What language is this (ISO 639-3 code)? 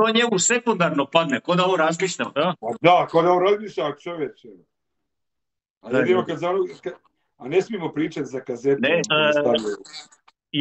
hrv